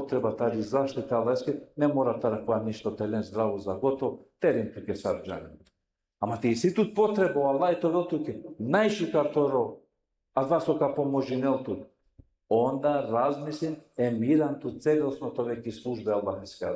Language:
Balkan Romani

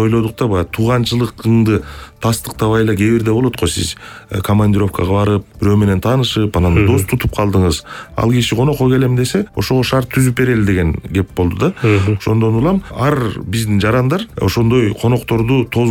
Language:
Kyrgyz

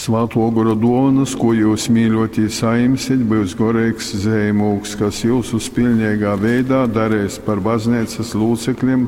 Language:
Latgalian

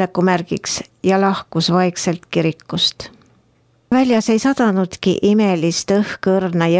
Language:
Estonian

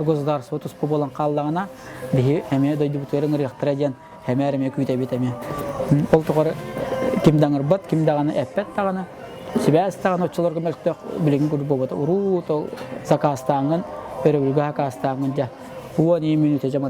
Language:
Yakut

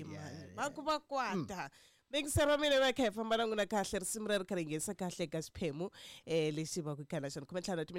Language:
Tsonga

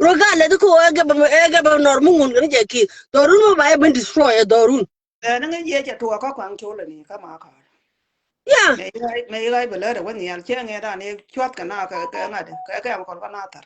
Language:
Nuer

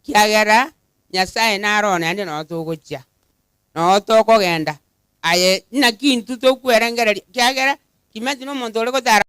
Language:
Gusii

